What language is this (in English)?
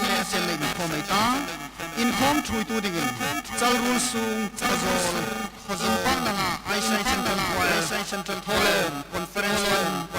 Hmar